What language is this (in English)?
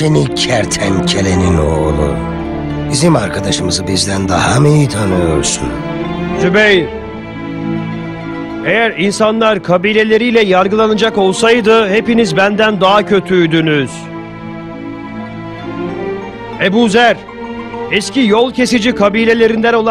Turkish